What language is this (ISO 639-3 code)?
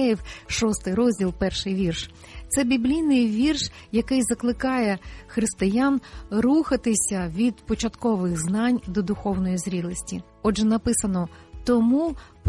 ukr